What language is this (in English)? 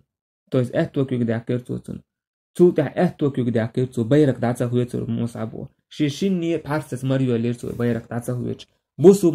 Chechen